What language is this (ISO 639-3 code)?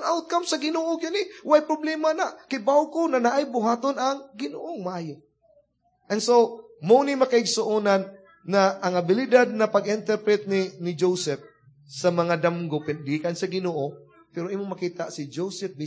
ceb